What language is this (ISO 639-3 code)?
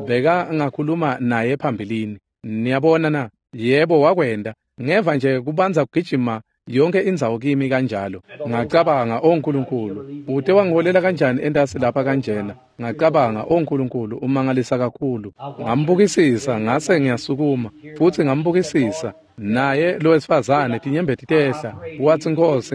ssw